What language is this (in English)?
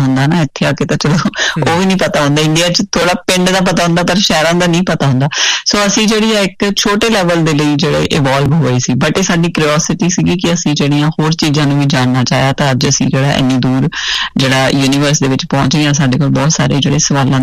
Punjabi